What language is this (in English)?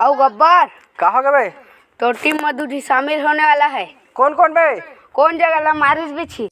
Chhattisgarhi